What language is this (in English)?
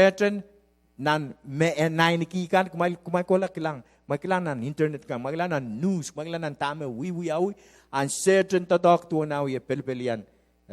Pohnpeian